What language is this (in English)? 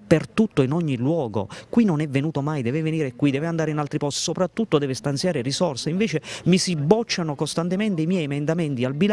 Italian